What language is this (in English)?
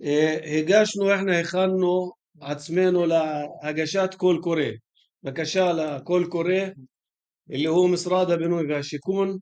North Levantine Arabic